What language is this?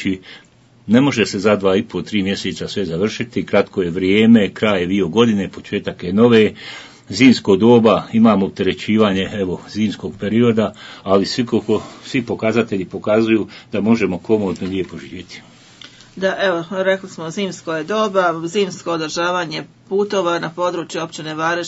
Bosnian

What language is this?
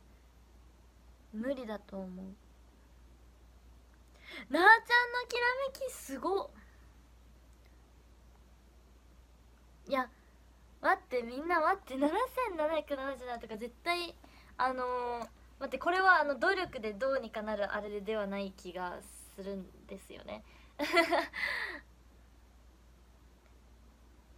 Japanese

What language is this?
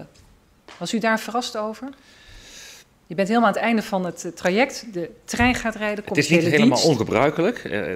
Dutch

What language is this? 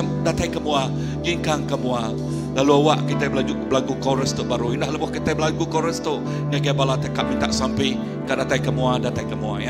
Iban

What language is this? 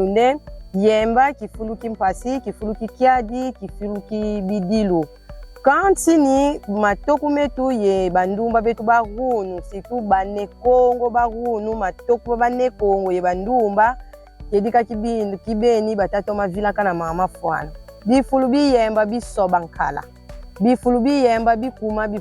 Kongo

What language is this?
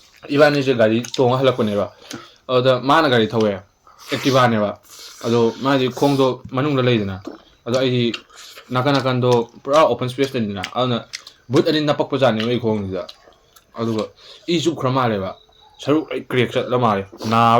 Manipuri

